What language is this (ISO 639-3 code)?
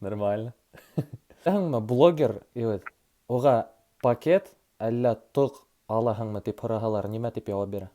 bak